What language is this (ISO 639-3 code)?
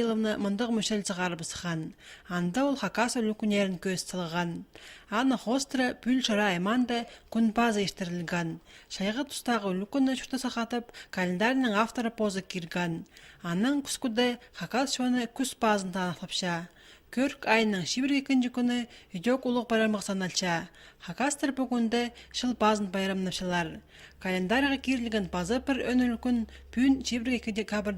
kjh